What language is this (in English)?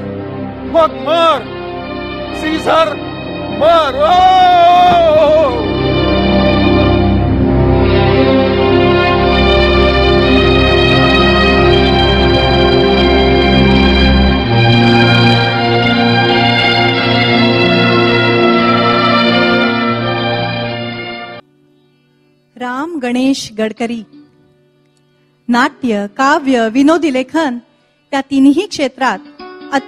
Marathi